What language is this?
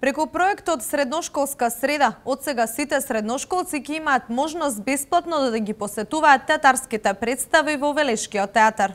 Macedonian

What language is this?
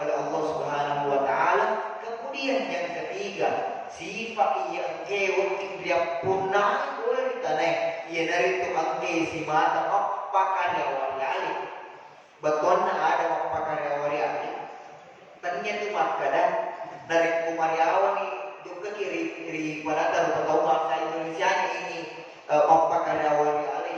Buginese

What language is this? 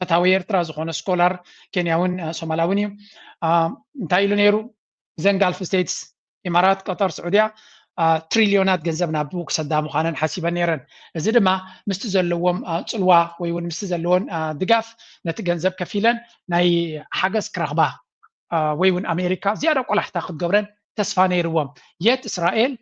Tigrinya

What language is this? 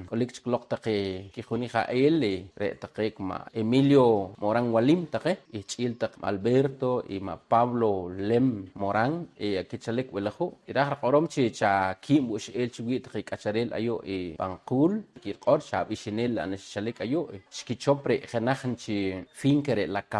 Poqomchi'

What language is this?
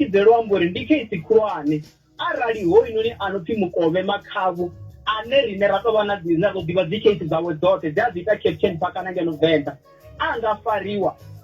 Venda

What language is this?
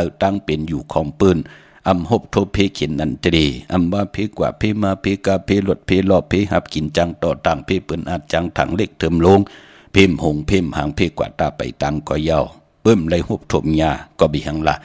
Shan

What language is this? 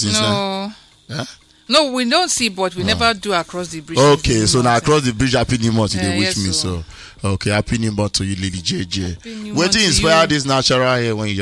Nigerian Pidgin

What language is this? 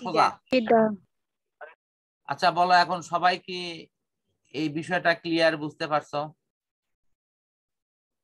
Bangla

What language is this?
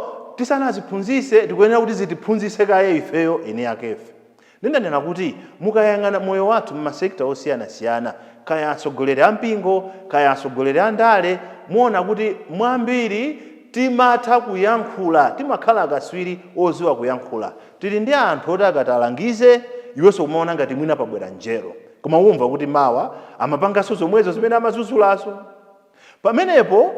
Nyanja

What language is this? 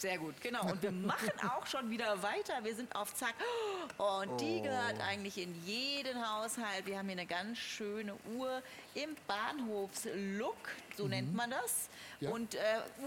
German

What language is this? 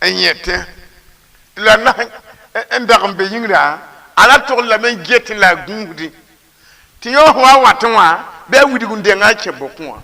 Mossi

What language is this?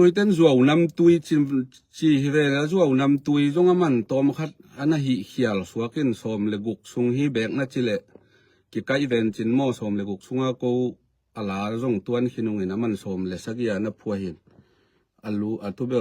Tedim Chin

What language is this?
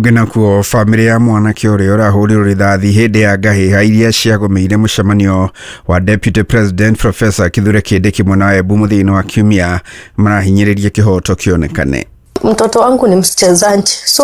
Kikuyu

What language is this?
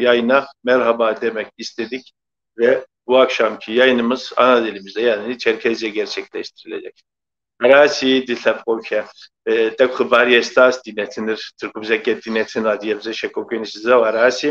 Kabardian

